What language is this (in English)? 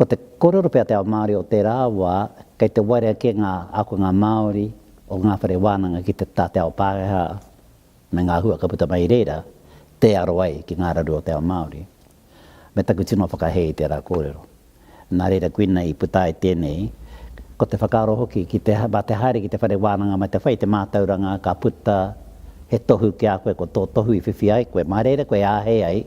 Māori